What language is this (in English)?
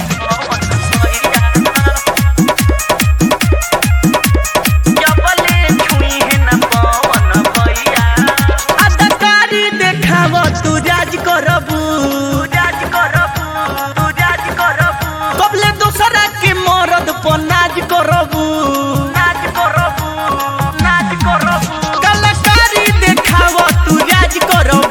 Bhojpuri